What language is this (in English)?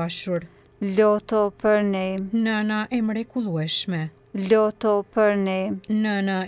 Albanian